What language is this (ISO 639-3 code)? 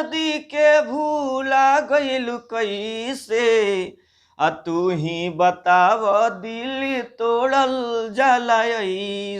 bho